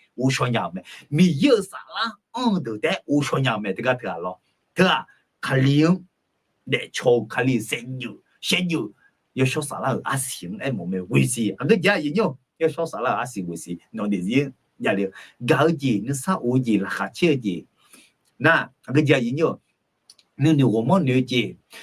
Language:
Akha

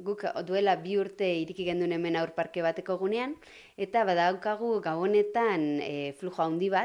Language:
Basque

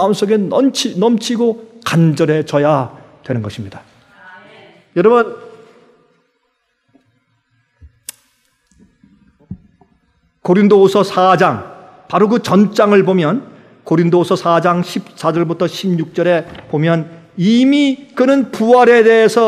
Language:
Korean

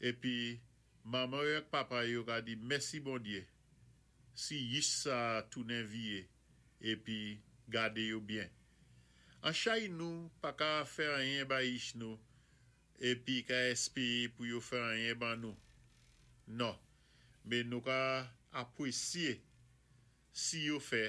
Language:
Saint Lucian Creole French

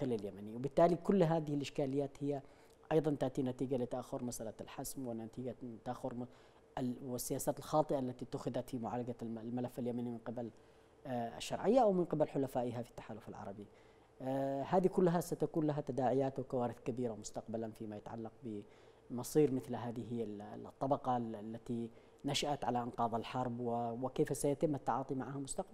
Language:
Arabic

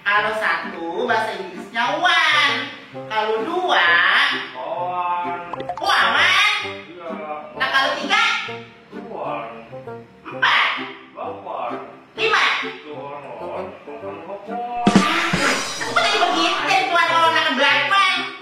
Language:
Betawi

